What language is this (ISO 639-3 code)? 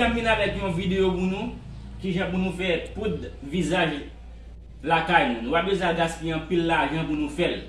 hat